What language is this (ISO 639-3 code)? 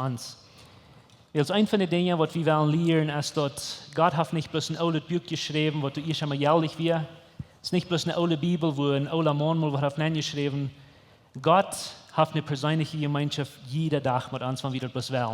pdt